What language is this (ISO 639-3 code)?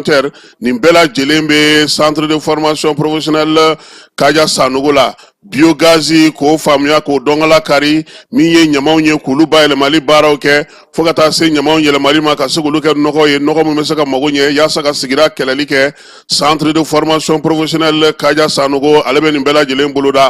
bam